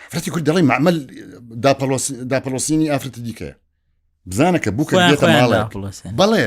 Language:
Central Kurdish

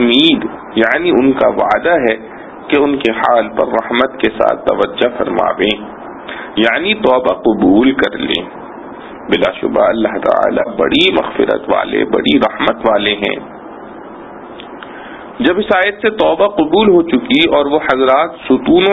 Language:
Urdu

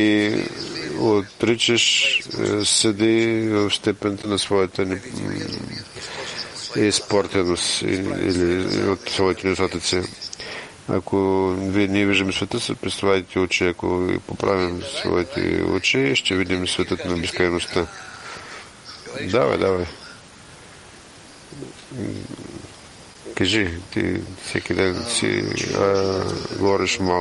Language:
Bulgarian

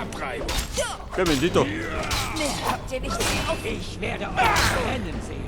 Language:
Bavarian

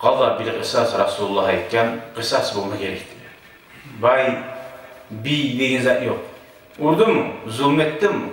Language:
Kumyk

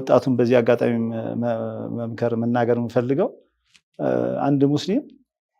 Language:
Amharic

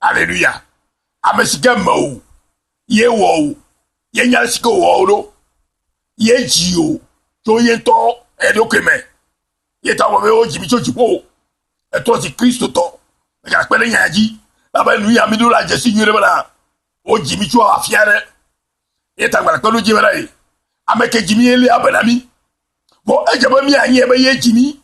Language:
Ewe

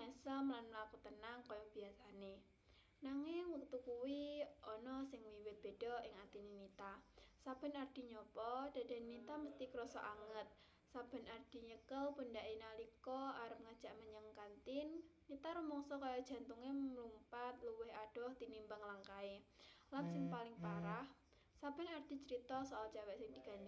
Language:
Javanese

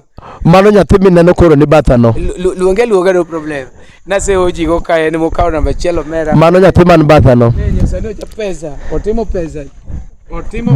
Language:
Luo (Kenya and Tanzania)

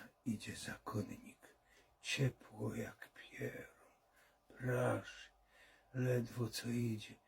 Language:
Silesian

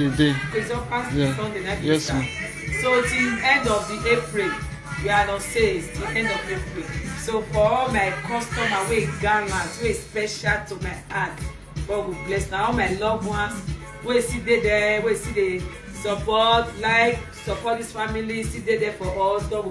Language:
Nigerian Pidgin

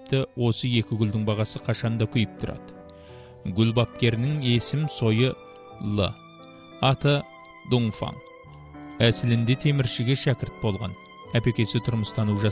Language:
Kazakh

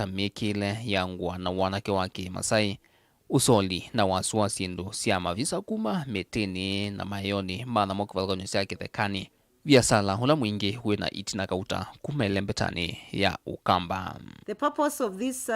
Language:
Kamba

